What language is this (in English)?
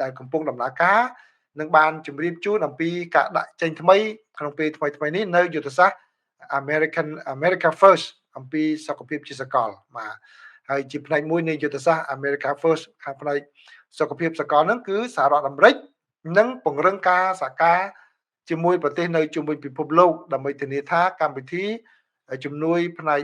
Khmer